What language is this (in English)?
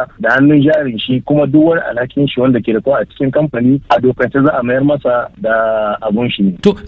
Hausa